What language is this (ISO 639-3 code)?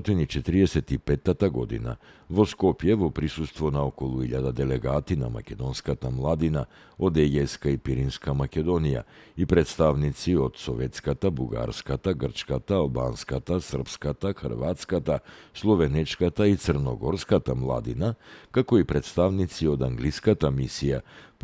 mkd